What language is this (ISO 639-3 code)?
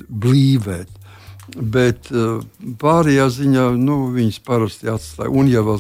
lav